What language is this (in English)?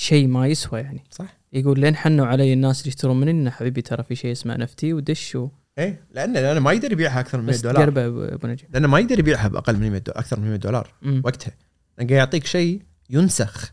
Gulf Arabic